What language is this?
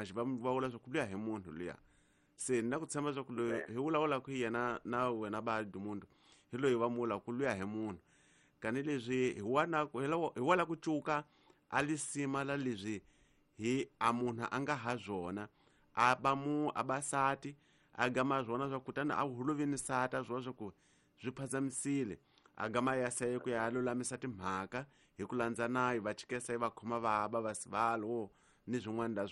Tsonga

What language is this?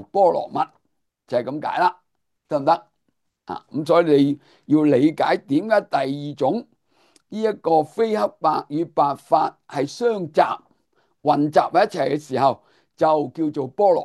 Cantonese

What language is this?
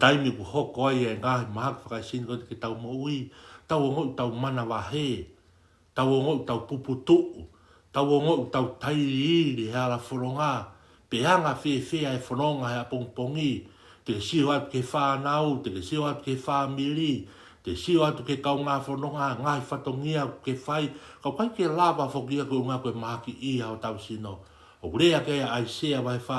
Tongan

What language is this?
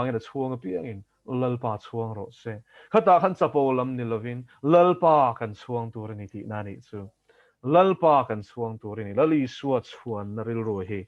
Mizo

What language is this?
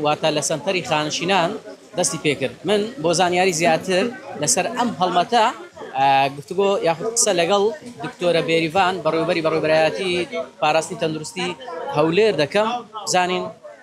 Central Kurdish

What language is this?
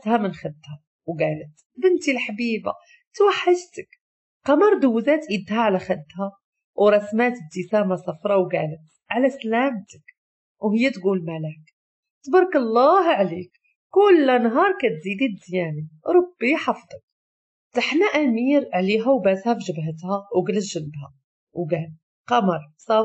Moroccan Arabic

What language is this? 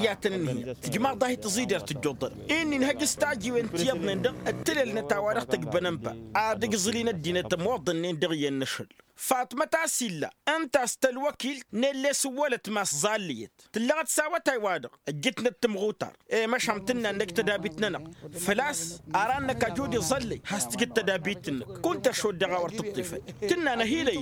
Tamasheq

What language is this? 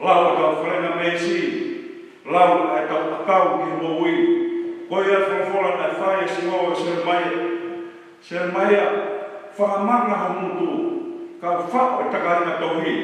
Tongan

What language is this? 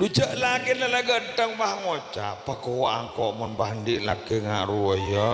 Madurese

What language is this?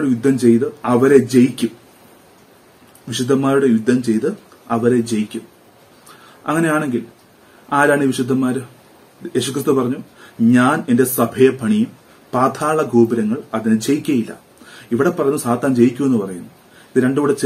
Malayalam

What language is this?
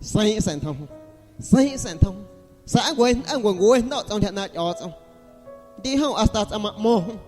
Guerrero Amuzgo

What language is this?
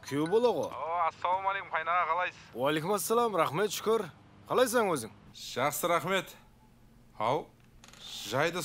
Kara-Kalpak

